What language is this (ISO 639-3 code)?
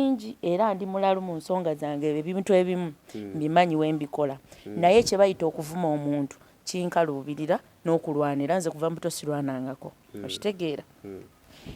lug